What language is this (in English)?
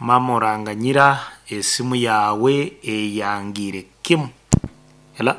Nyankole